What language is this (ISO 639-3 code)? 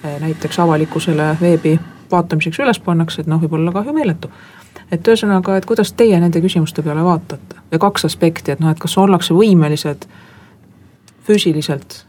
est